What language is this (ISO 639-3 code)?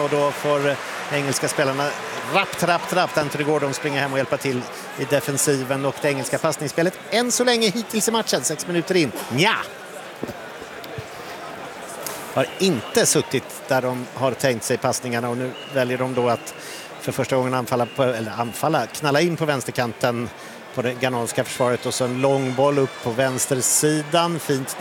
swe